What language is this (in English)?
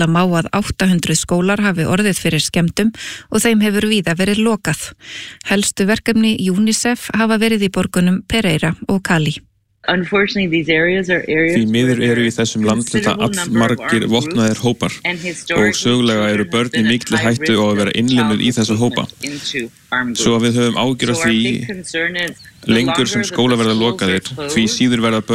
Icelandic